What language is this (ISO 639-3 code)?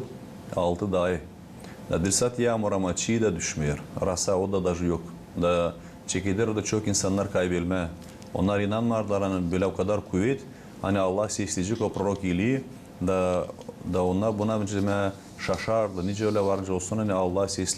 gag